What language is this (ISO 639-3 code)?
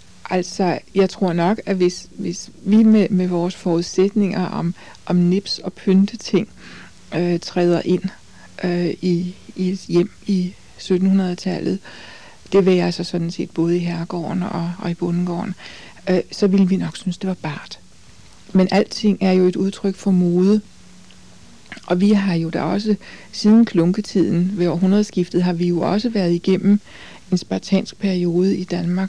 dan